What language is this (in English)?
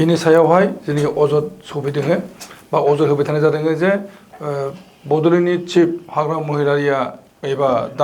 Bodo